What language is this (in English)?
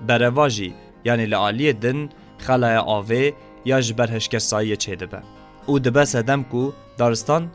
Kurdish